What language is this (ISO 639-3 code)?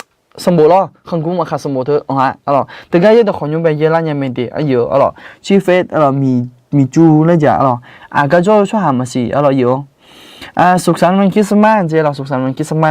ahk